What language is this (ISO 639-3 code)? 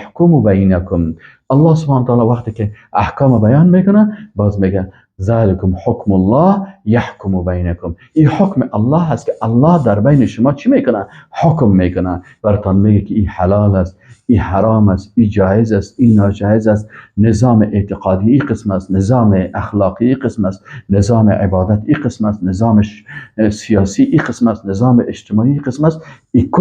fas